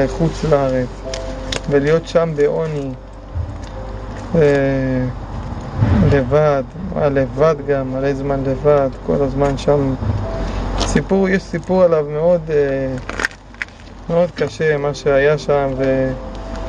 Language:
Hebrew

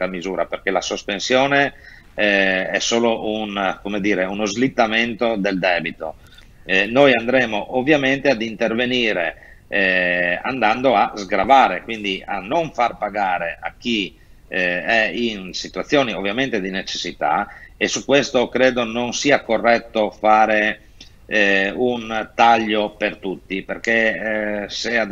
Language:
Italian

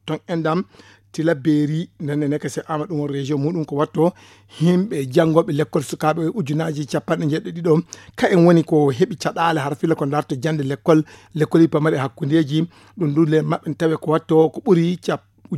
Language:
Fula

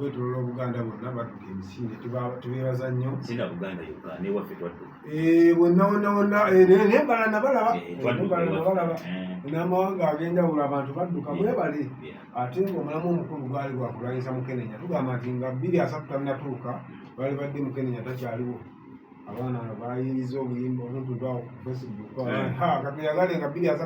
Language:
Ganda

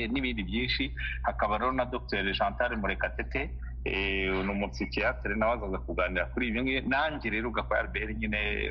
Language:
Kinyarwanda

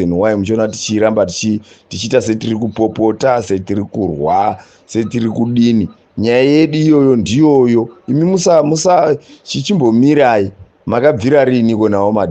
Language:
Shona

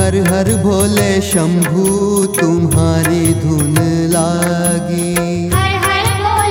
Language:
Hindi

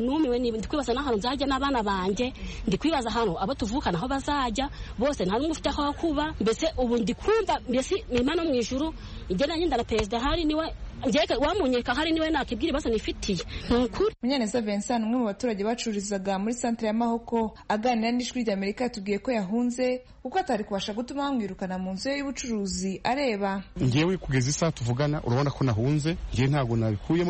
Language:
Kinyarwanda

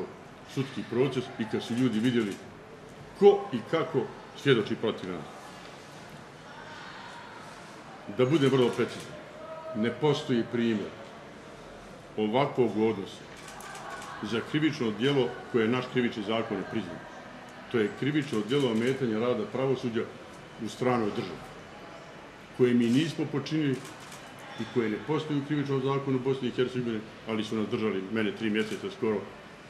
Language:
Bosnian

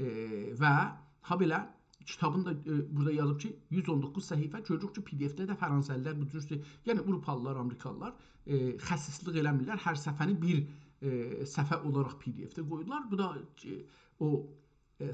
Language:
South Azerbaijani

